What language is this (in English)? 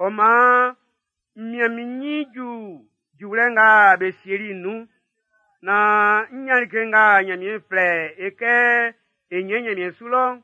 Baoulé